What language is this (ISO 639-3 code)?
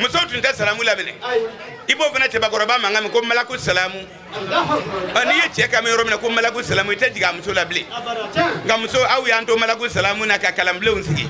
bam